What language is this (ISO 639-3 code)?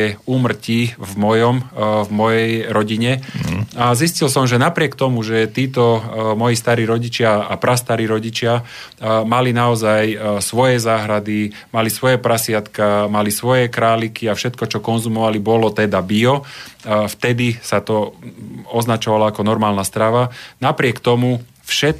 slk